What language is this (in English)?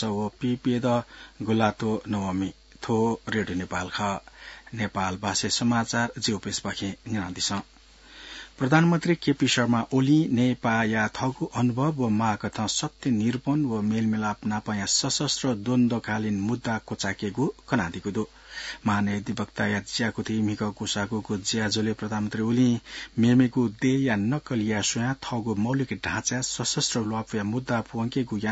Newari